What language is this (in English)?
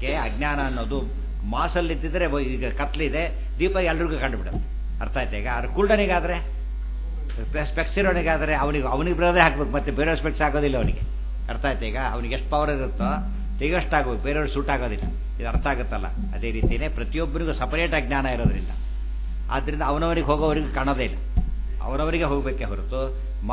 Kannada